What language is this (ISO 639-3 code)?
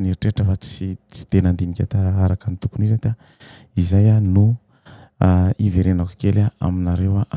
mlg